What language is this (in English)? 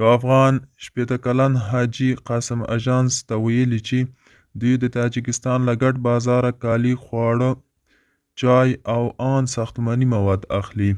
Pashto